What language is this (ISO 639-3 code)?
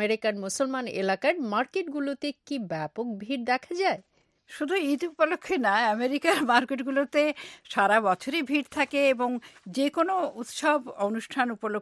ben